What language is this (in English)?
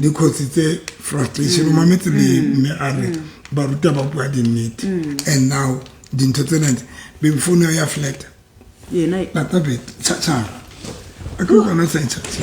Southern Sotho